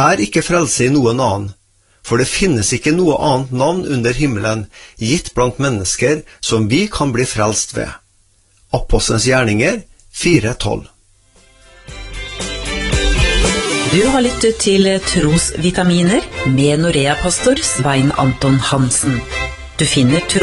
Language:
Norwegian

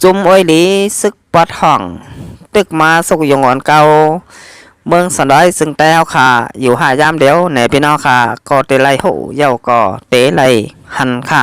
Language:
Shan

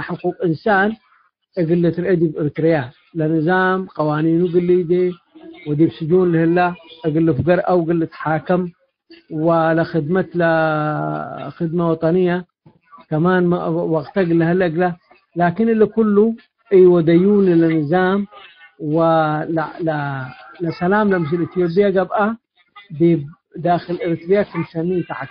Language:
Tigre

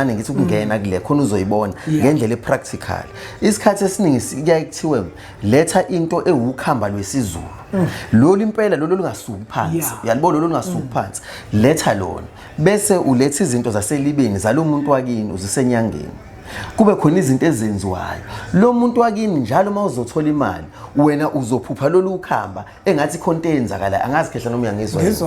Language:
Zulu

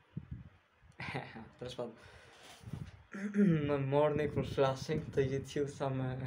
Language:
Greek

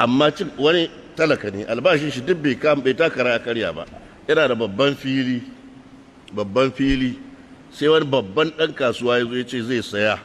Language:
Hausa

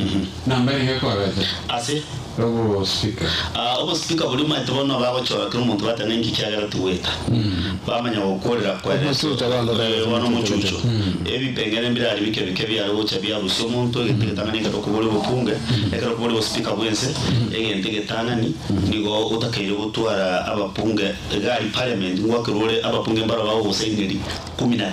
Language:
Gusii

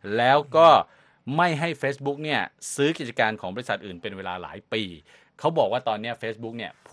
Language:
Thai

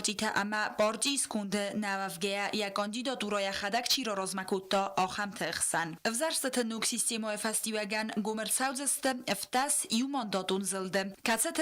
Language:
Ossetic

